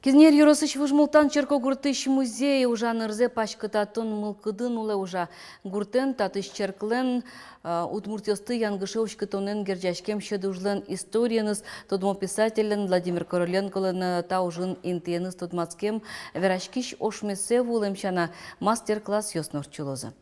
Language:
Udmurt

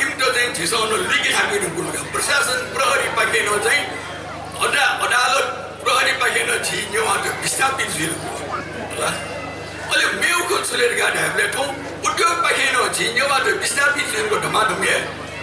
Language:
Newari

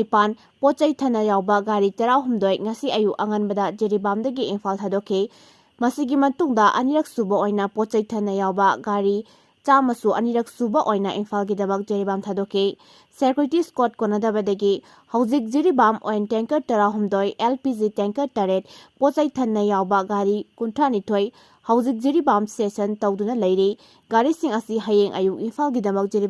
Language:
Manipuri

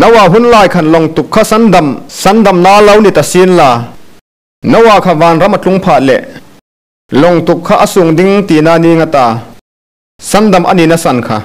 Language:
Hmar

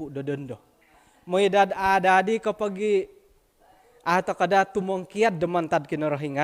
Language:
Central Dusun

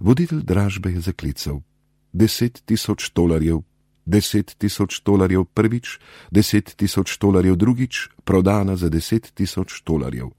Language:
Slovenian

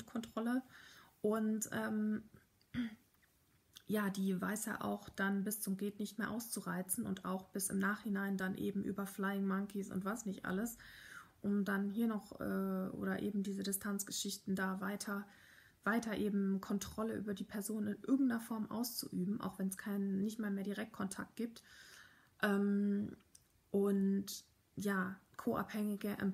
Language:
German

